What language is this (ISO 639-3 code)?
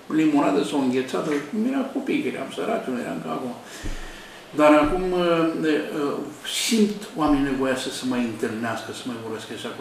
ron